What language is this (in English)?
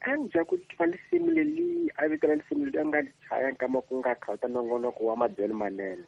Tsonga